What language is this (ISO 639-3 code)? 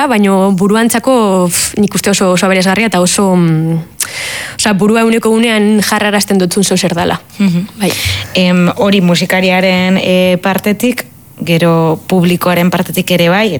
eus